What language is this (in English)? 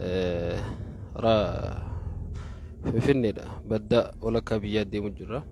Oromo